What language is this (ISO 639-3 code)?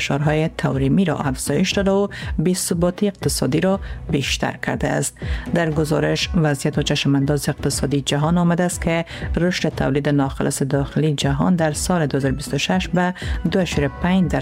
fas